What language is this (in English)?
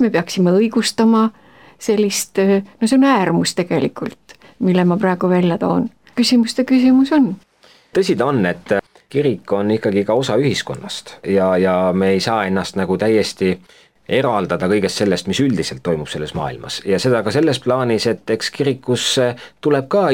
Estonian